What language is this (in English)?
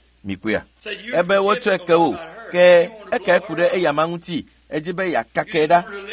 Ewe